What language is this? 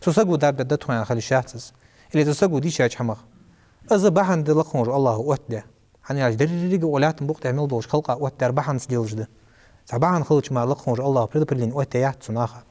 Ingush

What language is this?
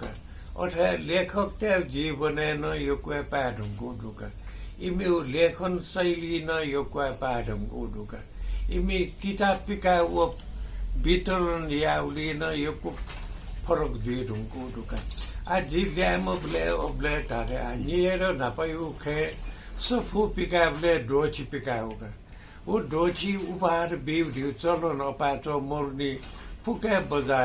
Newari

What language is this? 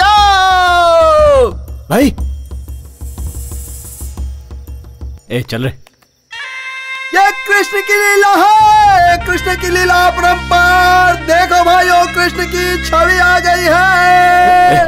Hindi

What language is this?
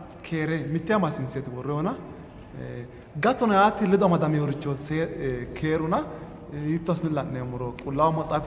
Sidamo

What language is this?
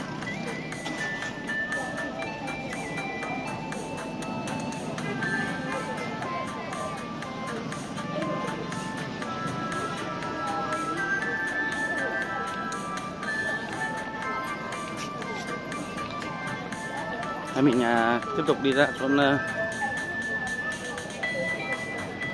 Vietnamese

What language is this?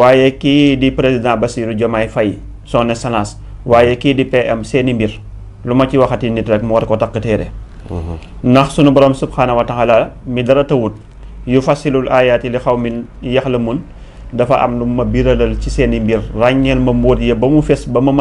Wolof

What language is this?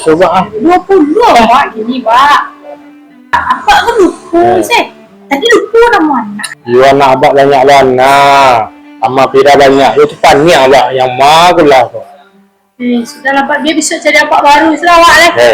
Minangkabau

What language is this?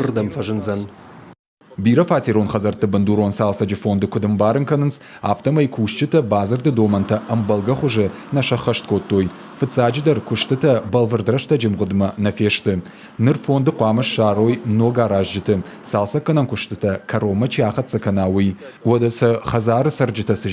Ossetic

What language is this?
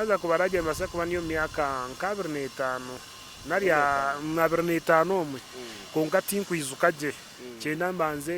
Nyankole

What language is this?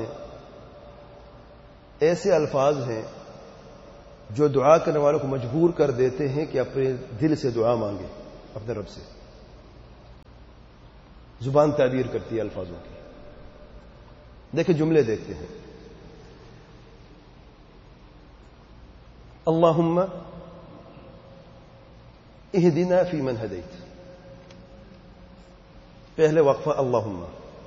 Urdu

